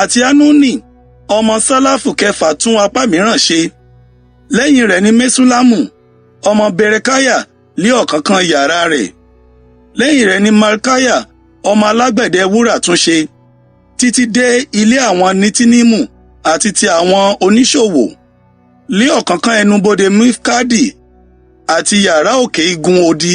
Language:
Yoruba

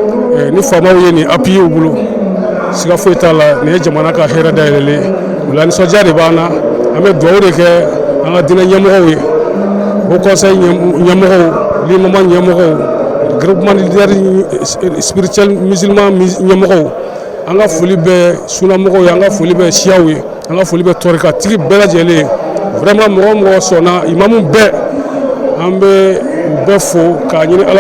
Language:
Bambara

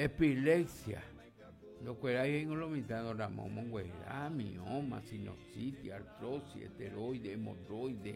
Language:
Guarani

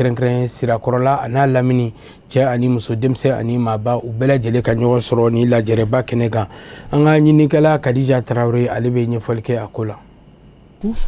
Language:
Bambara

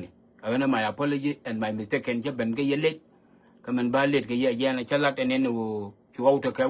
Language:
Nuer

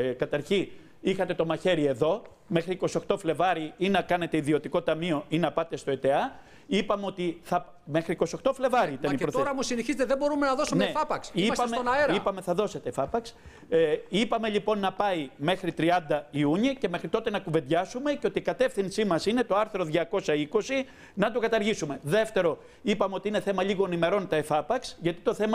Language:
Greek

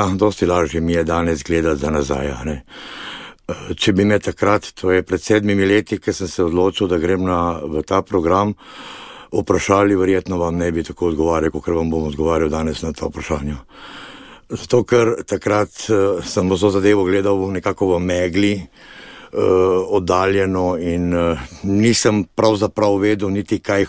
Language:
Slovenian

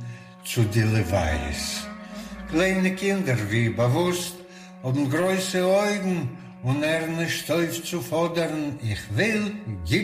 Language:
Yiddish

